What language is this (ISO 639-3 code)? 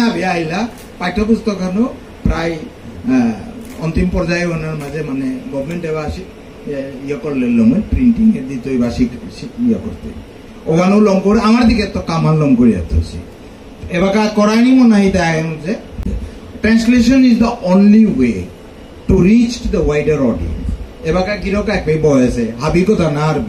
bpy